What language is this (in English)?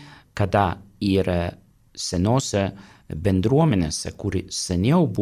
Lithuanian